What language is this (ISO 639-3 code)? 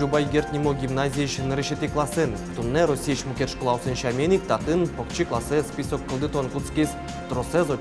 udm